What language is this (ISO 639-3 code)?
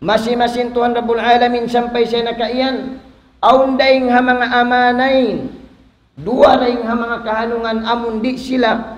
tsg